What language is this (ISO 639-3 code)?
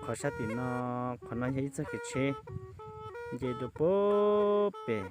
hmn